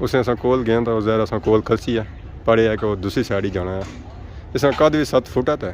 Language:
Pahari-Potwari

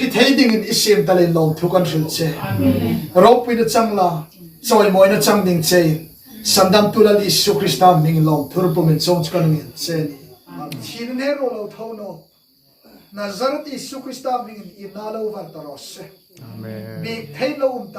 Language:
Hmar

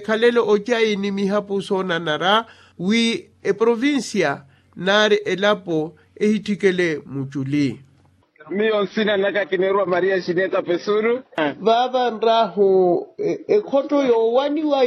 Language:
Makhuwa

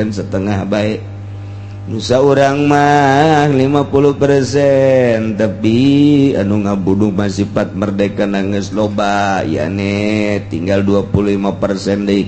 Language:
Sundanese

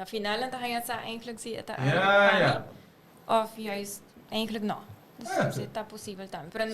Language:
Papiamento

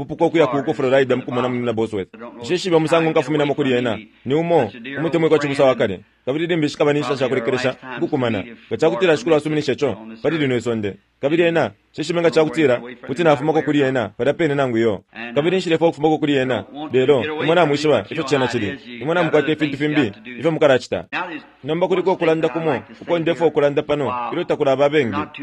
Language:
Bemba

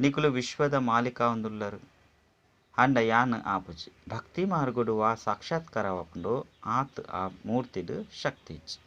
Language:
Tulu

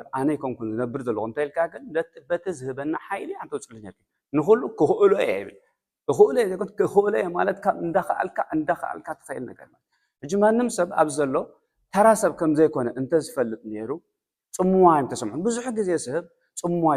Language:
Tigrinya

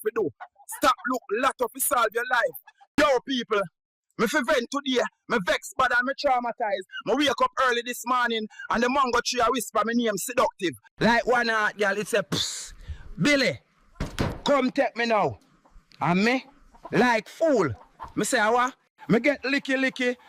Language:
Jamaican Creole English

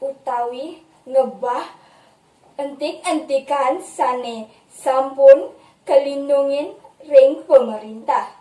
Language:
Balinese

